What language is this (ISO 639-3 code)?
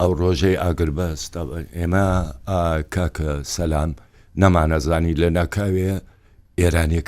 ckb